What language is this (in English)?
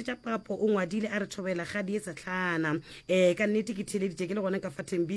Northern Sotho